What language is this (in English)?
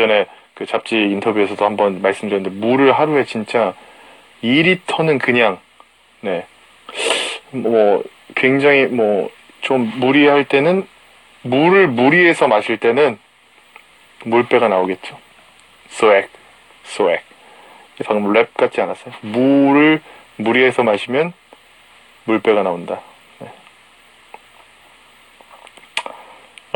Korean